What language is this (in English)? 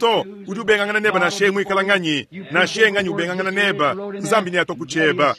Luba-Lulua